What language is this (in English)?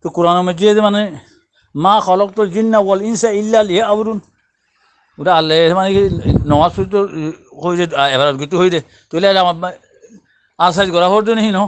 Rohingya